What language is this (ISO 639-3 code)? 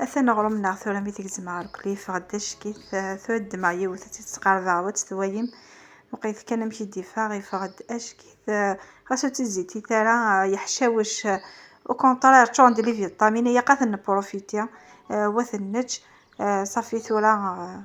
kab